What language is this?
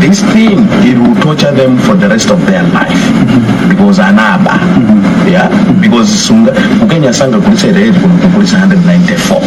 Nyanja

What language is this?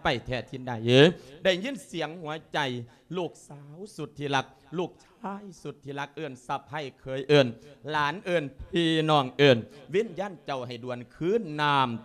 Lao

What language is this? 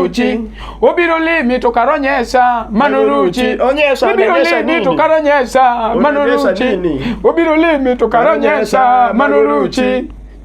Luo (Kenya and Tanzania)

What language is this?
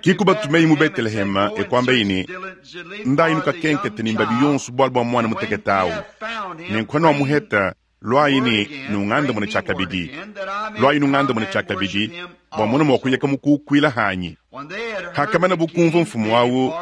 Luba-Lulua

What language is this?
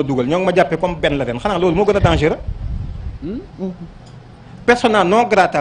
Wolof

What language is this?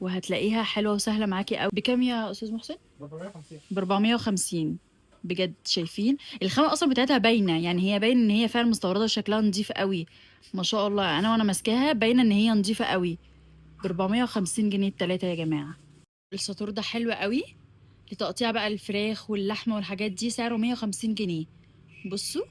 Egyptian Arabic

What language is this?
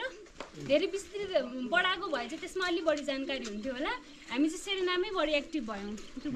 Nepali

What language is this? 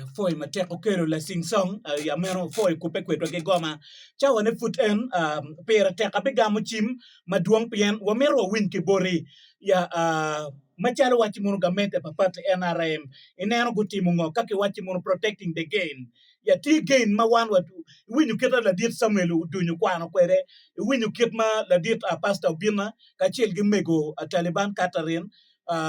Acoli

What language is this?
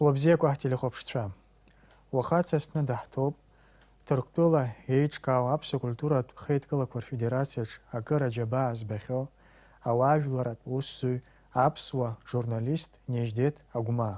Abkhazian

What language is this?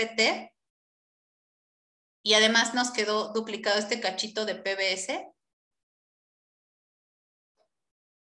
Spanish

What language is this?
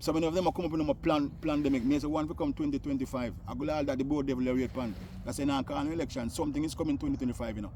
Jamaican Creole English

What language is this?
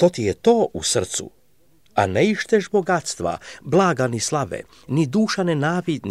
Croatian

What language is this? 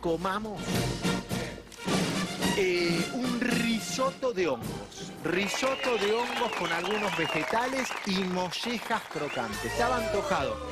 Spanish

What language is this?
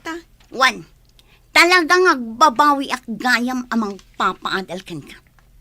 Iloko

